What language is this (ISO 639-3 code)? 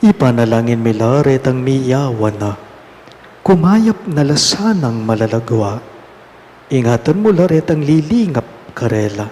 pam